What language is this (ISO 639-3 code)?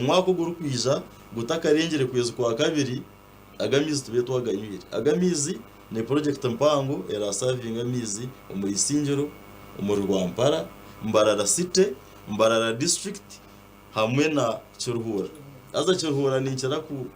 nyn